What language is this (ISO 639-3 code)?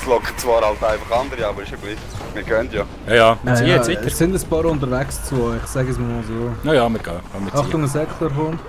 gsw